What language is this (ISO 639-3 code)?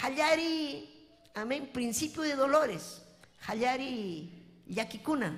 quy